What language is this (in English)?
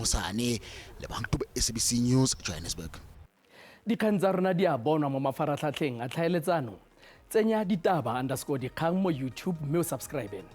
Tswana